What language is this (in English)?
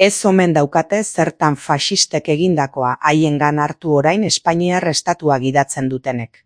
Basque